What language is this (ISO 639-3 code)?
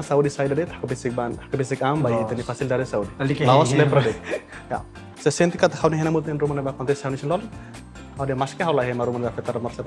tet